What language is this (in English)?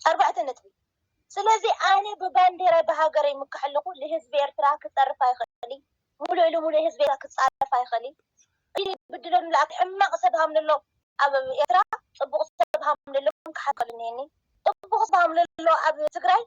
Tigrinya